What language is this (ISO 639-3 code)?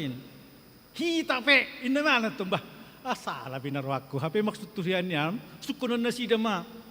bbc